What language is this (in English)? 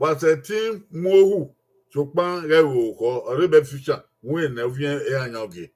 Bini